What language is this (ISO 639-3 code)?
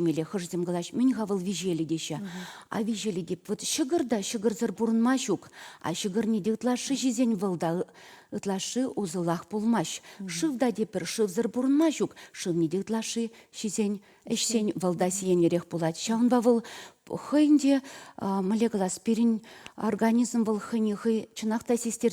chv